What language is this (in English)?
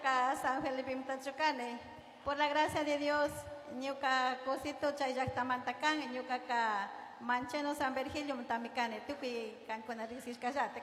Chimborazo Highland Quichua